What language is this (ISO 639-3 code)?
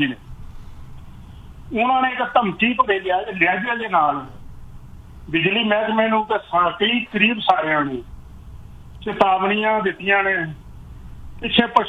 pan